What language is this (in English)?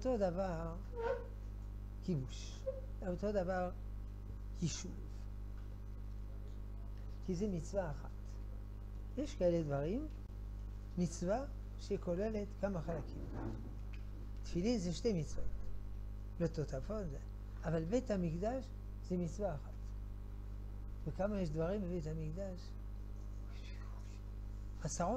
Hebrew